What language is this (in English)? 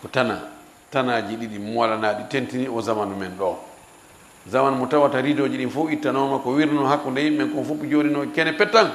Fula